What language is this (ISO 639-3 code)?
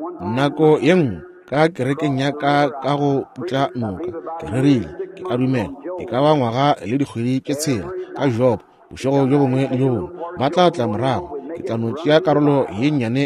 nso